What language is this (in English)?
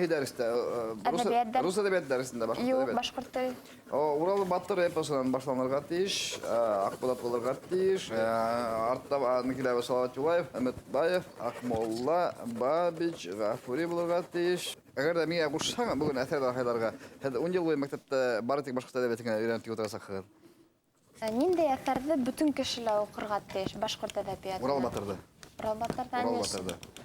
Bashkir